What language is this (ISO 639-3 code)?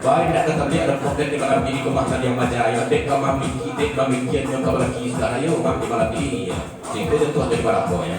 min